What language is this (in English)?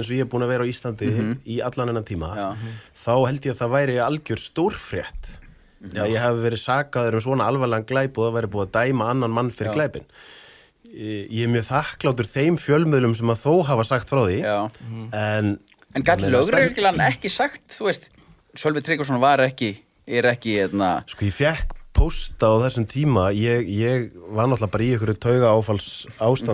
Icelandic